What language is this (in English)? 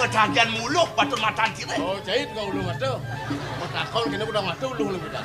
Balinese